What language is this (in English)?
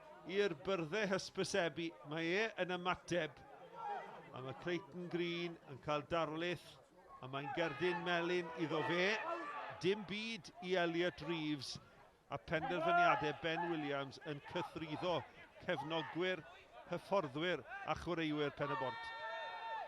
Welsh